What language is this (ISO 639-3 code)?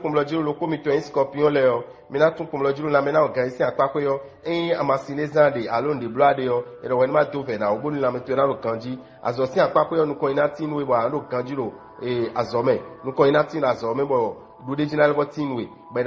fon